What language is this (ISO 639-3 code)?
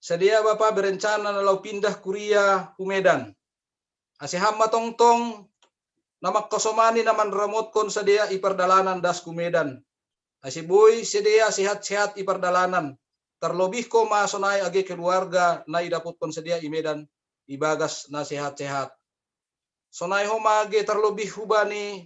bts